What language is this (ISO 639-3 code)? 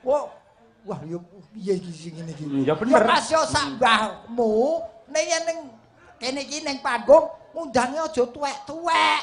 jav